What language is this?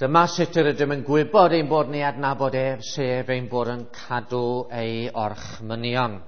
Welsh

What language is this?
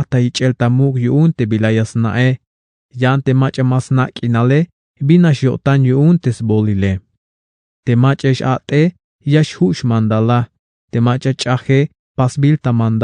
Tzeltal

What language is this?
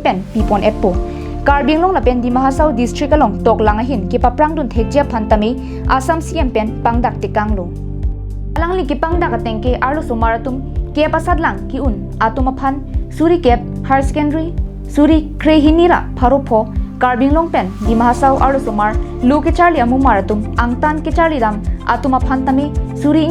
Karbi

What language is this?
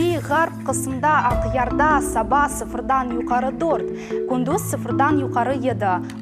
Crimean Tatar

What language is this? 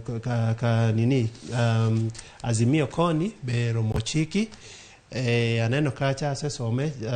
Luo (Kenya and Tanzania)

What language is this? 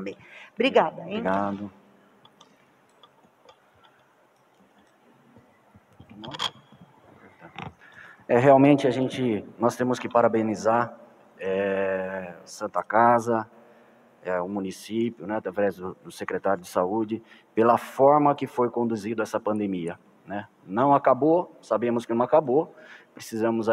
Portuguese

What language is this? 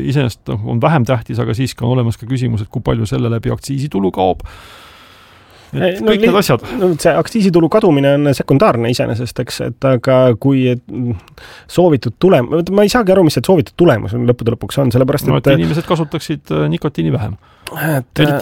Estonian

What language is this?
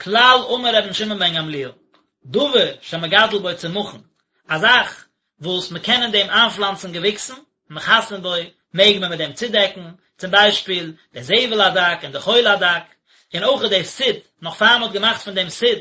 Yiddish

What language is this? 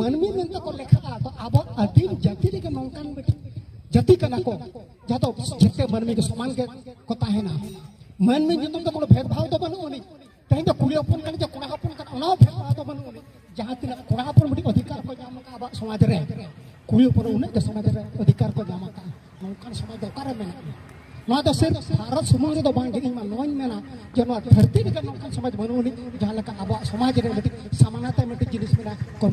Santali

